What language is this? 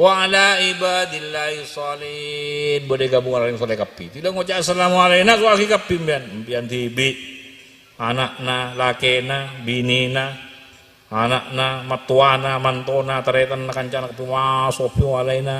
Madurese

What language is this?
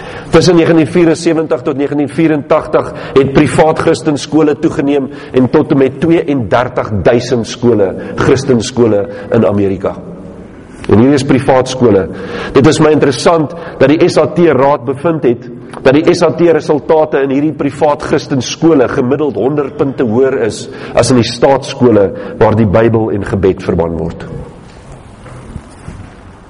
Afrikaans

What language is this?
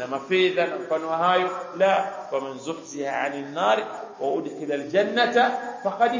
Swahili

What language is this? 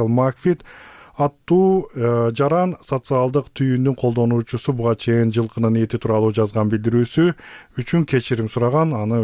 Kyrgyz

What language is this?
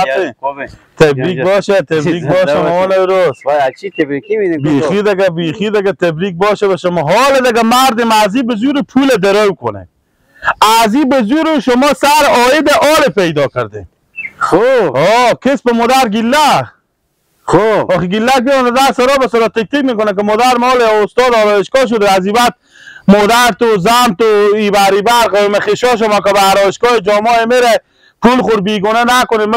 Persian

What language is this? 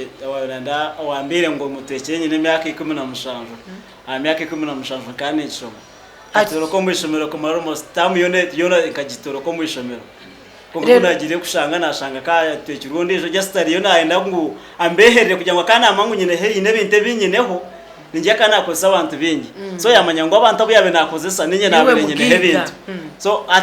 Nyankole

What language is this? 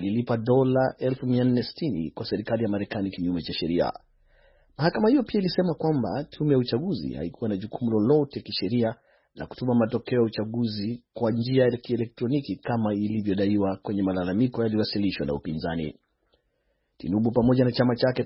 Swahili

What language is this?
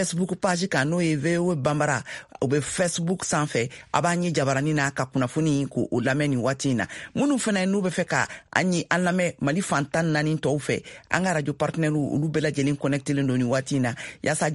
Bambara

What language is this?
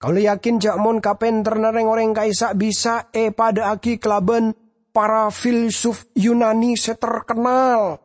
Madurese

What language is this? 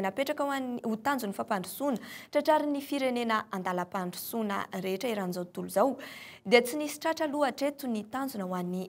Malagasy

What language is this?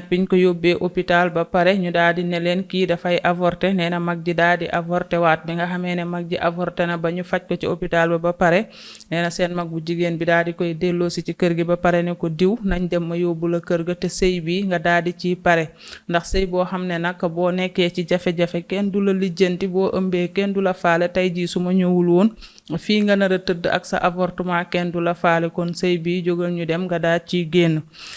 Wolof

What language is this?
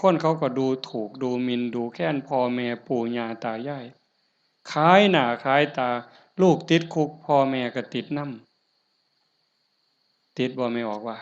Northeastern Thai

